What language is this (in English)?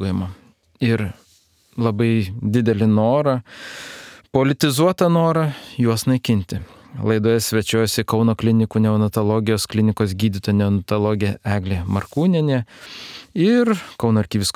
Lithuanian